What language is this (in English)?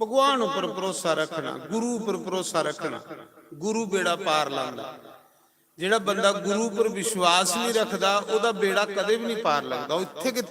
Dogri